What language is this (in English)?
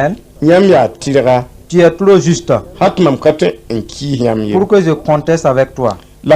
Mossi